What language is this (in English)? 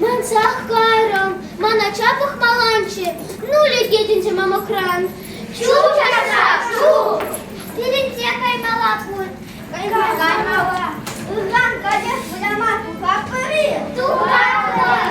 Chuvash